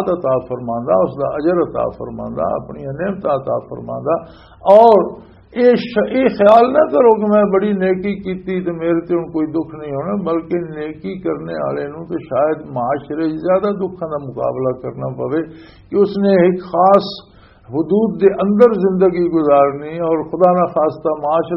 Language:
Western Panjabi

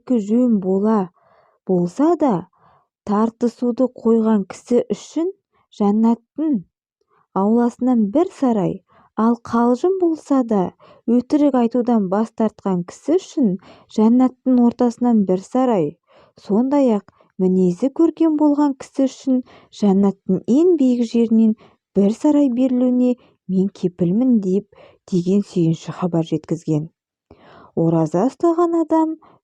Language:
Kazakh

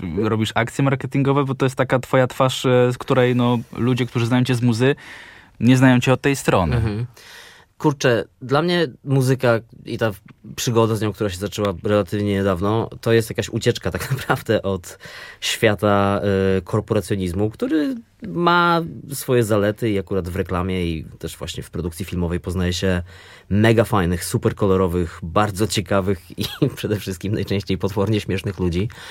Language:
Polish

